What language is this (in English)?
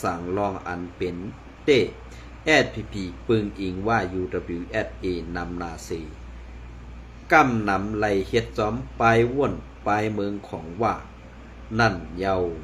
Shan